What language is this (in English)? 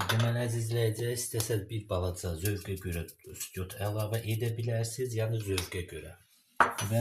Azerbaijani